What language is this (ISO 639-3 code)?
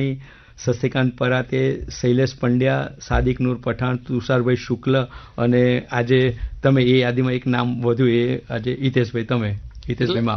guj